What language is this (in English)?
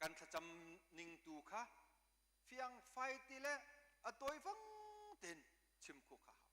Hakha Chin